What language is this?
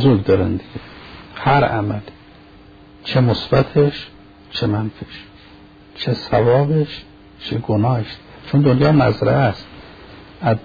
Persian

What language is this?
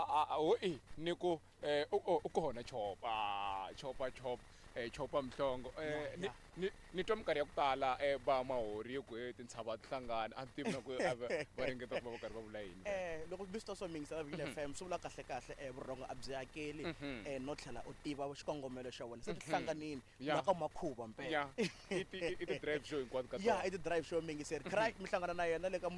Tsonga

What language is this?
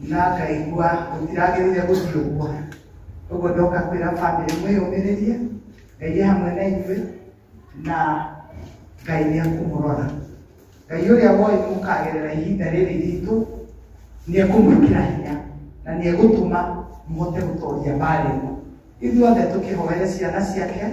Kikuyu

